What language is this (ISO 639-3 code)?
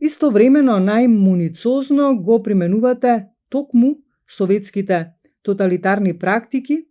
mkd